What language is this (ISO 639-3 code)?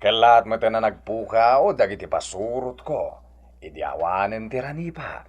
ilo